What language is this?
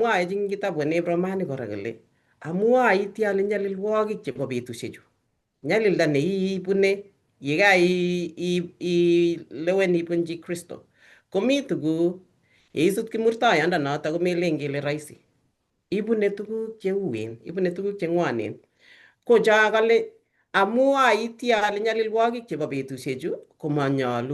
Kalenjin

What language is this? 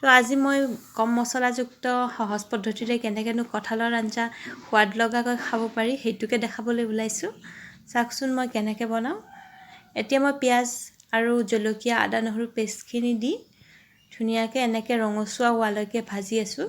Assamese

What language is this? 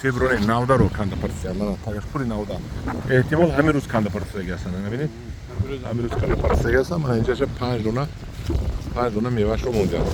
Tajik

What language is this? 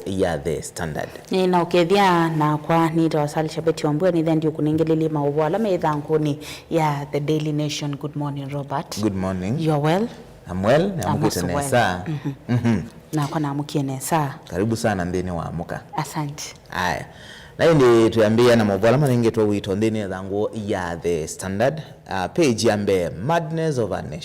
Kamba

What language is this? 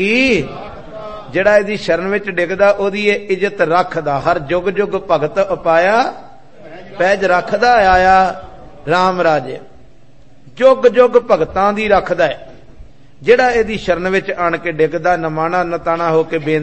Punjabi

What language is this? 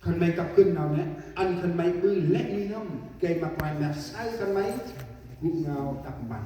Central Mnong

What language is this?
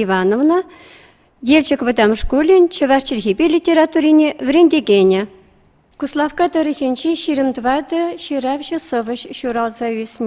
Chuvash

